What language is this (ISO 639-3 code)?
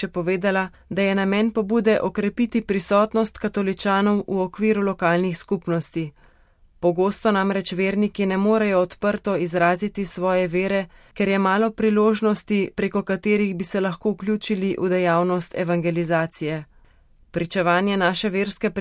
slv